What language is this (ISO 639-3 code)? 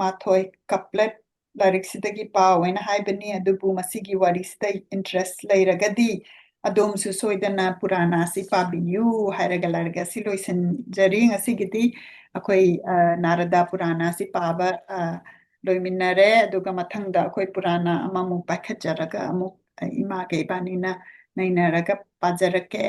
mni